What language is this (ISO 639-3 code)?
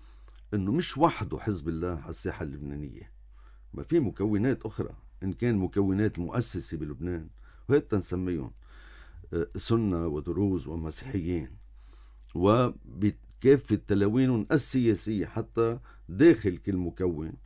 apc